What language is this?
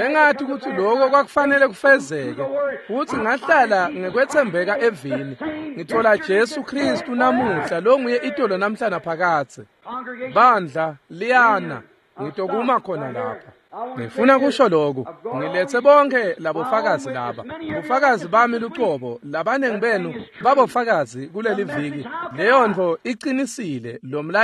Swati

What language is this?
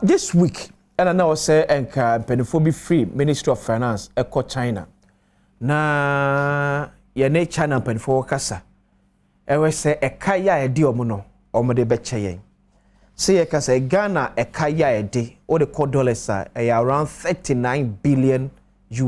Akan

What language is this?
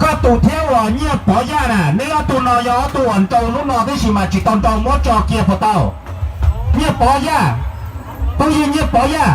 Hmong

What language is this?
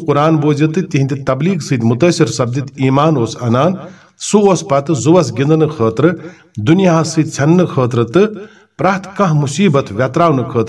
Kashmiri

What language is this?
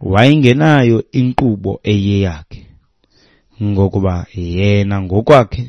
Xhosa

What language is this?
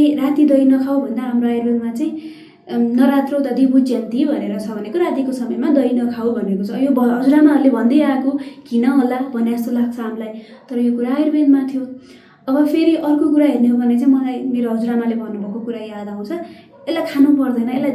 Nepali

